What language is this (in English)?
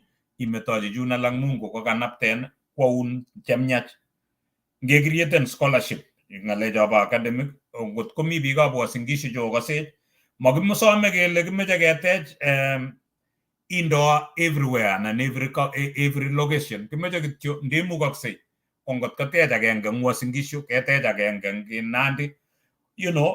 Kalenjin